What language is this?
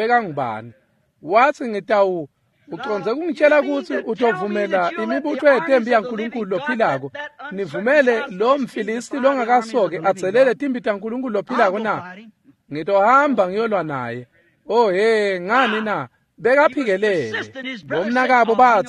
Swati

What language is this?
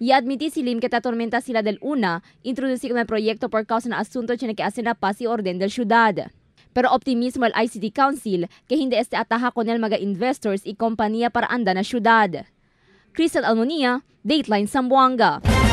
Chavacano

